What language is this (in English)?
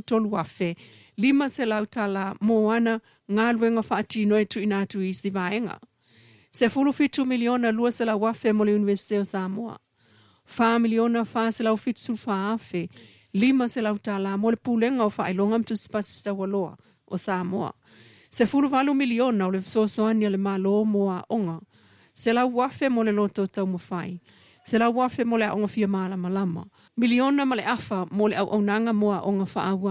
Samoan